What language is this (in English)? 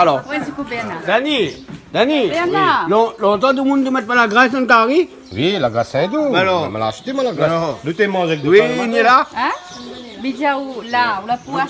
Réunion Creole French